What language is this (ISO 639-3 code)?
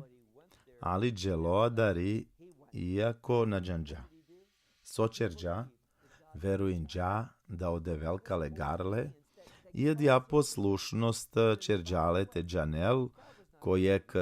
rmn